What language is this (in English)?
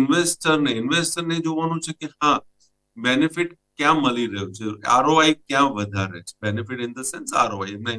Gujarati